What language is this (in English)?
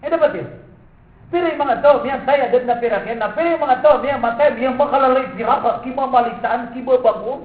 Maranao